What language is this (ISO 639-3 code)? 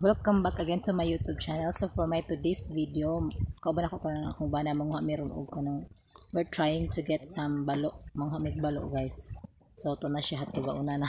ceb